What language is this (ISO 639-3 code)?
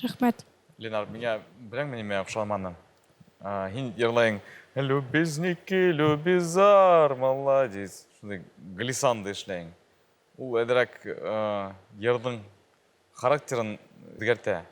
bak